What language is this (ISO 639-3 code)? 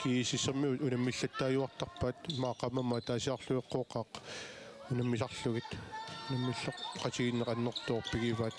kal